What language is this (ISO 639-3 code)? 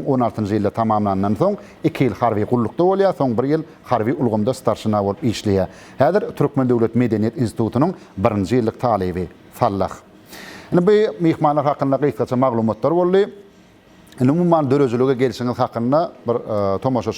tuk